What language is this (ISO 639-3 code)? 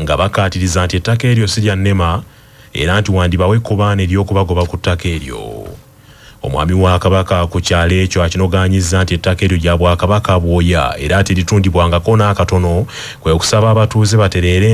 lug